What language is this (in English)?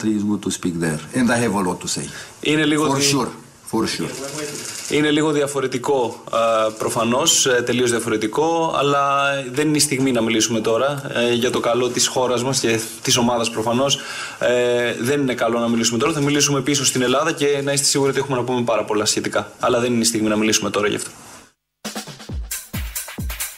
Greek